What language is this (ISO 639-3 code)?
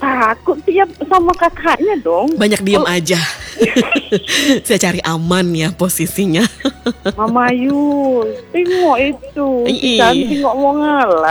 ind